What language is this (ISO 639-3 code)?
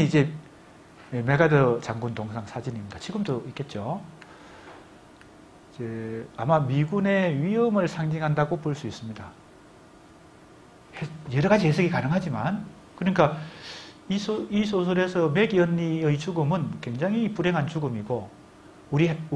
kor